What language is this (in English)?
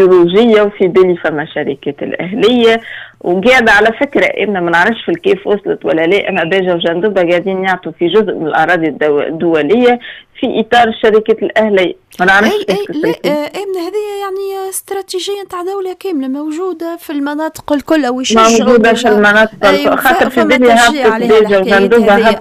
Tunisian Arabic